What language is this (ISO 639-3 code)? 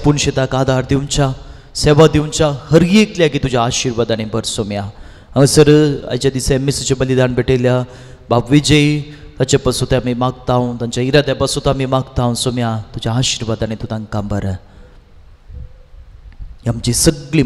kok